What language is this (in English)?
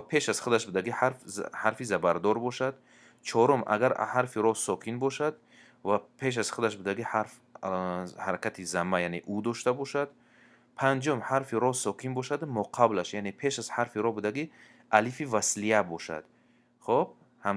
Tajik